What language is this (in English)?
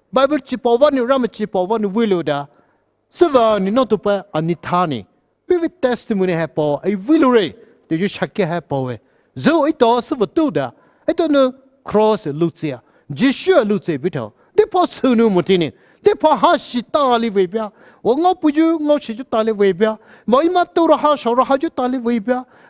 Poumei Naga